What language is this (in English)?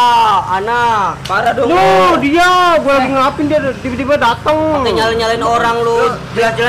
Betawi